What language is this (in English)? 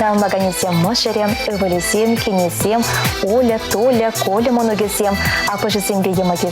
Chuvash